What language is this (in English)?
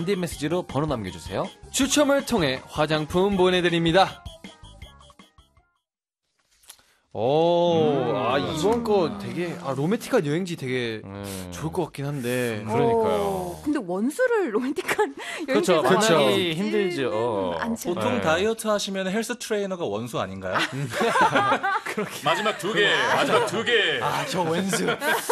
Korean